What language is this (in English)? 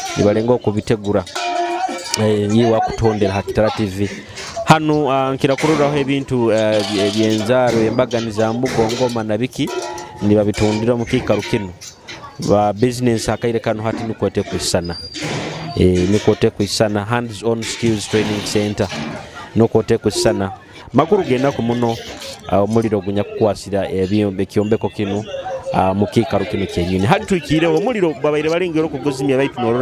Nyoro